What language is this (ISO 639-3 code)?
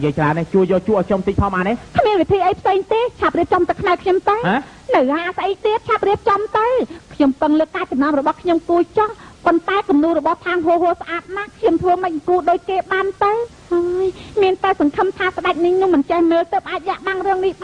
khm